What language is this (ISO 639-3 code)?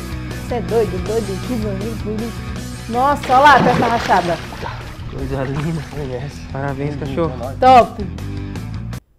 por